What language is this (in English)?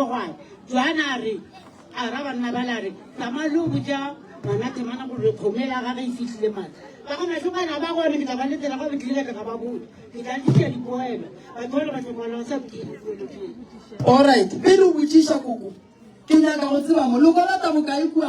Northern Sotho